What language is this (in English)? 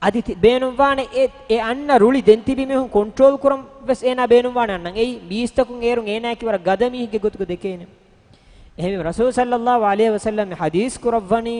Divehi